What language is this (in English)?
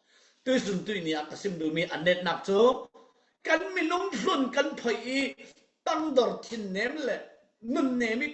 Falam Chin